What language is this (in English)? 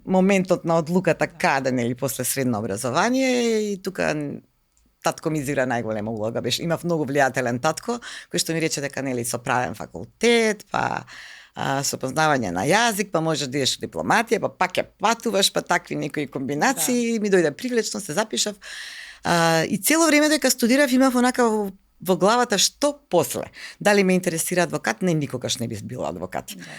Macedonian